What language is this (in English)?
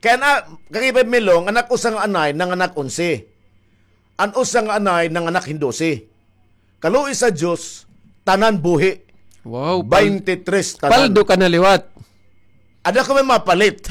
Waray